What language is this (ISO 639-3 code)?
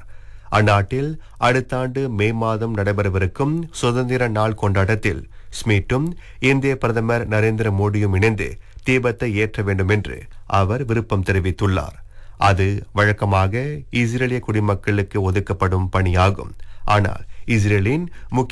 tam